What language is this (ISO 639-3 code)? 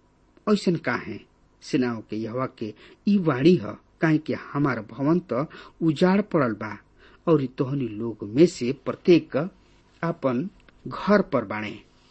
bho